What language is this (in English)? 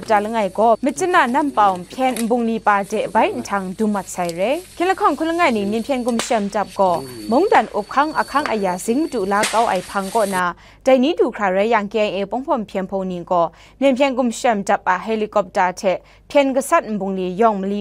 Kachin